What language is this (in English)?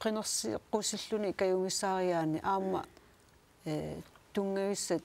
Kalaallisut